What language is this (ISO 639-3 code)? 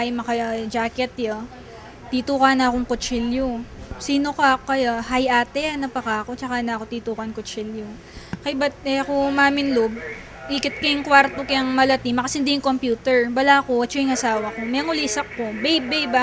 pam